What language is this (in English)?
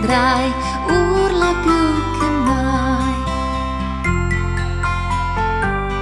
Italian